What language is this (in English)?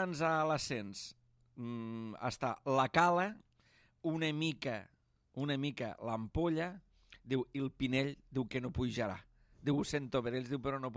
Catalan